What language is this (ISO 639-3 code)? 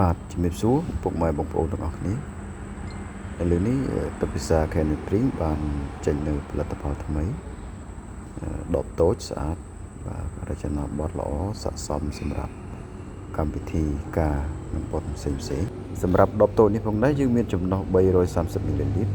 khm